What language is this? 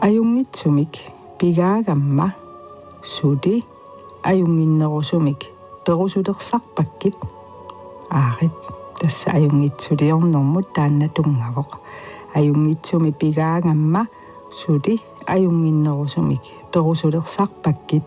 Kalaallisut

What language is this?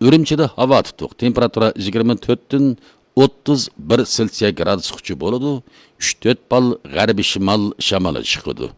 Uyghur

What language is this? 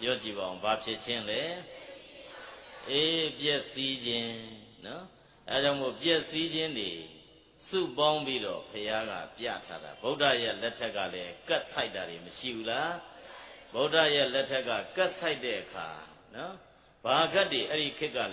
Burmese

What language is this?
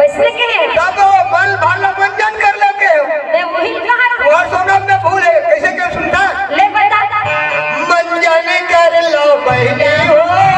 Chhattisgarhi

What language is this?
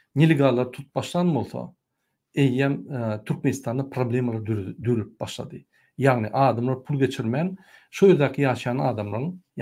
Turkmen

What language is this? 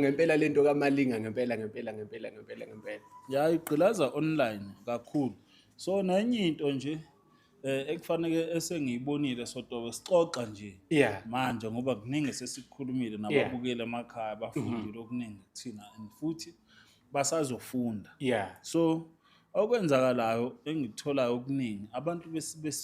Zulu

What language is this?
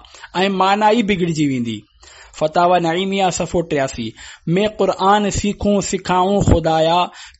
Sindhi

